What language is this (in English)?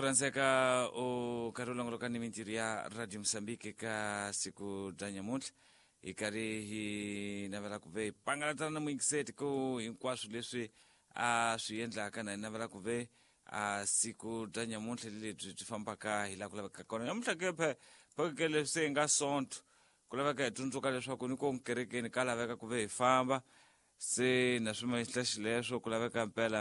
Tsonga